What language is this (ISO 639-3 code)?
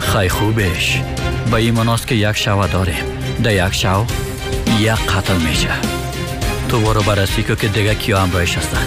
fas